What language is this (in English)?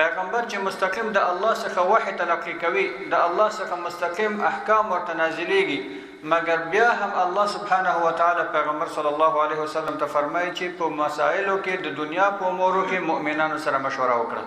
Pashto